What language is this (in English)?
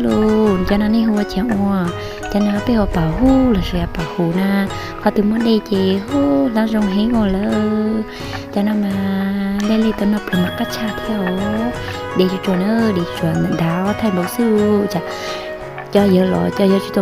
Hmong